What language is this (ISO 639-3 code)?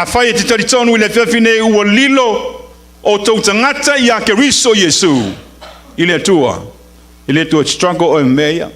smo